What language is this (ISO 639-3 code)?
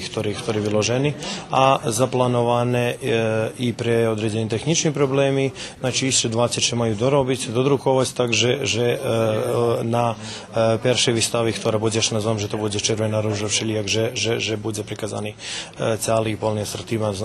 rue